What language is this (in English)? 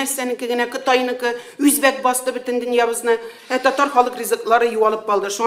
Tatar